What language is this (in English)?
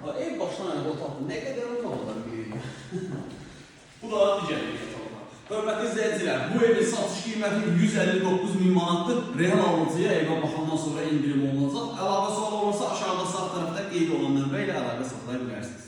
Azerbaijani